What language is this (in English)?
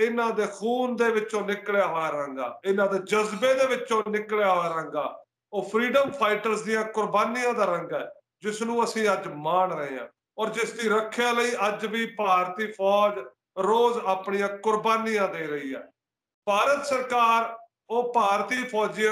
Punjabi